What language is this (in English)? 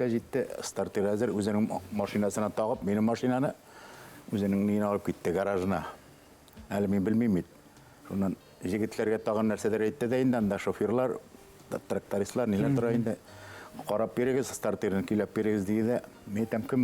Bashkir